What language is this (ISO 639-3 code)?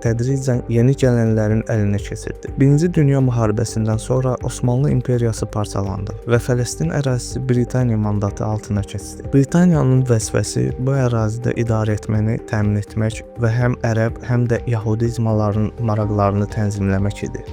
aze